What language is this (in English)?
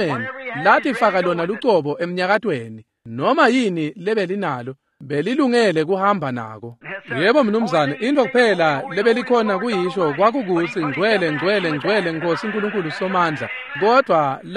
Swati